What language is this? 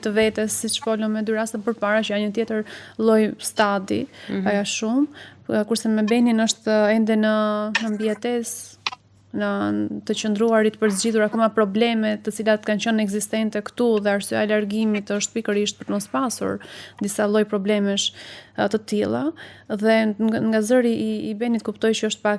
Albanian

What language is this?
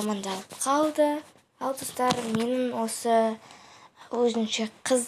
Kazakh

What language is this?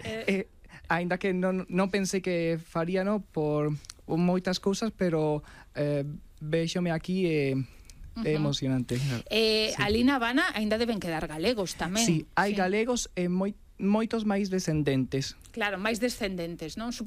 Galician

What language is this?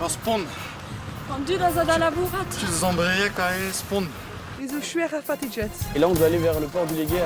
Breton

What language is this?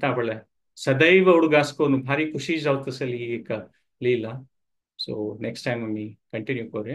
Konkani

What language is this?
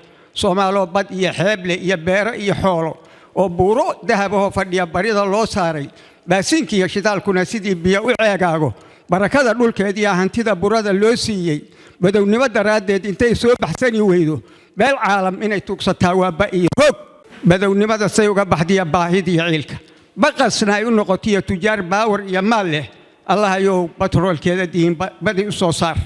Somali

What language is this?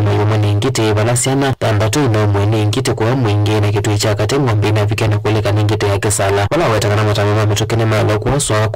Kamba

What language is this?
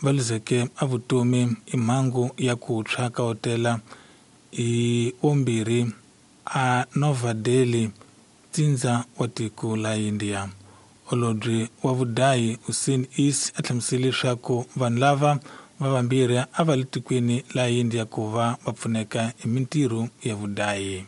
Tsonga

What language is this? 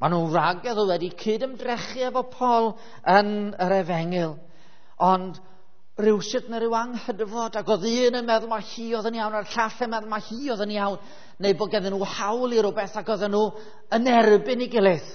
Welsh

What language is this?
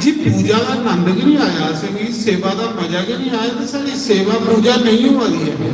Dogri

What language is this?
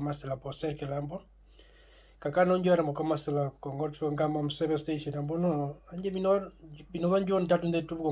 Herero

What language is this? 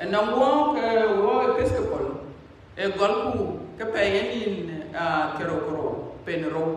Dinka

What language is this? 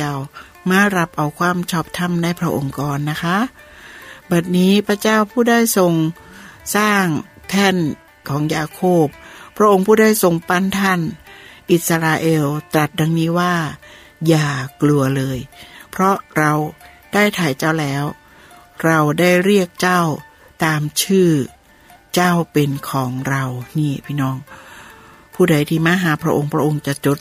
Thai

